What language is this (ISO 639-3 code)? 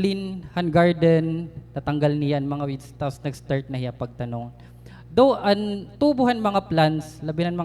war